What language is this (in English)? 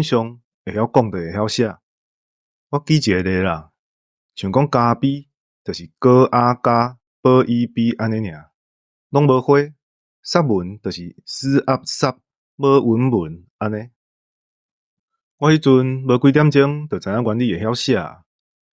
Min Nan Chinese